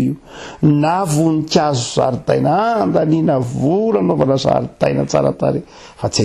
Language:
Malagasy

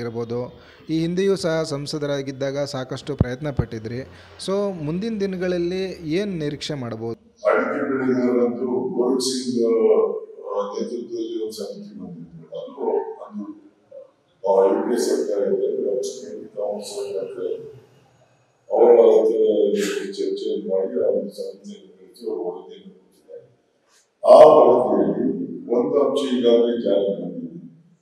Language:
Kannada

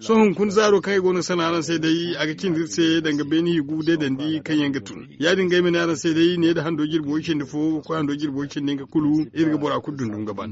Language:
Zarma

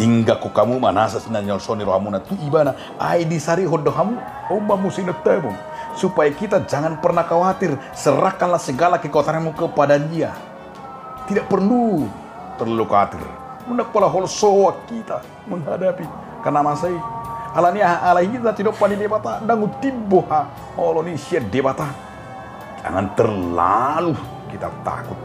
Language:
Batak Toba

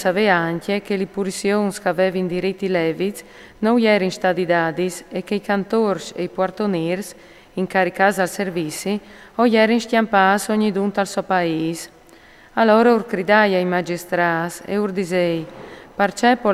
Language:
Friulian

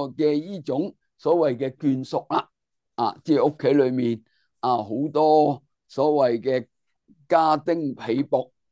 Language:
Cantonese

